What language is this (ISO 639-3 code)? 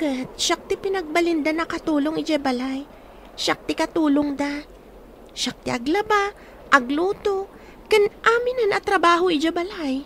ilo